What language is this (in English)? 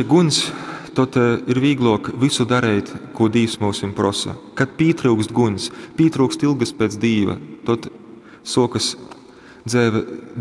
Latgalian